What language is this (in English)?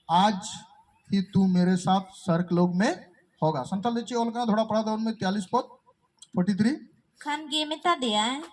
Santali